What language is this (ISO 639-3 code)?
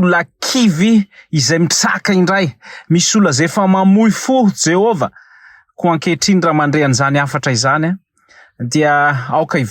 mlg